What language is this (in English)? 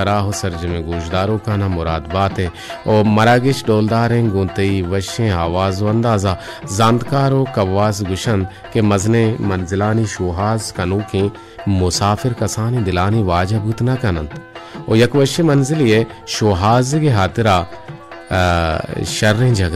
Baluchi